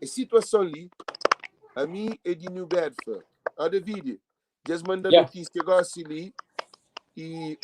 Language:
Kabuverdianu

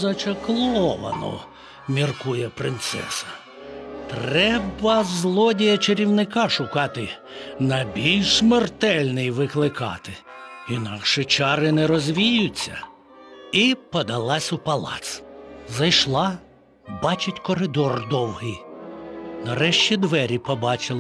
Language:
Ukrainian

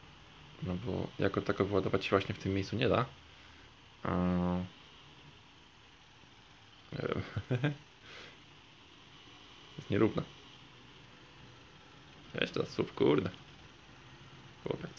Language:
Polish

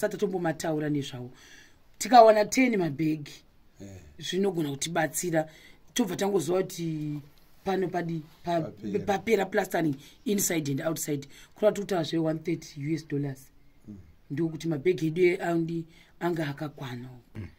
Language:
Shona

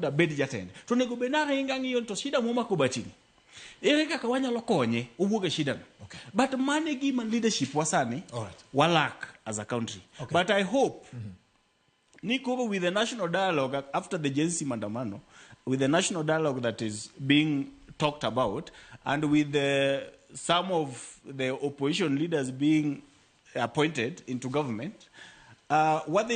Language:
Luo (Kenya and Tanzania)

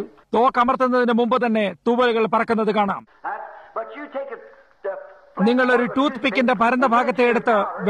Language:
Malayalam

